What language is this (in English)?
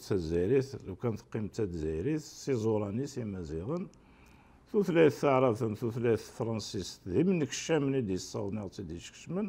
Kabyle